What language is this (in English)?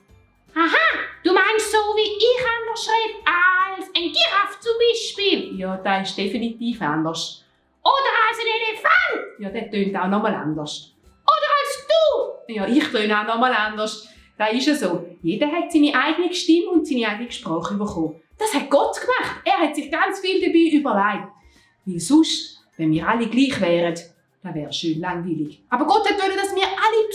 Swiss German